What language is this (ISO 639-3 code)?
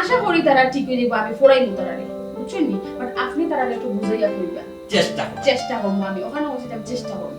syl